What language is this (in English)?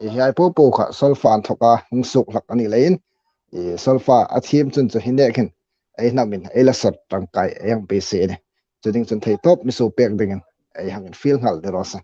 Hmar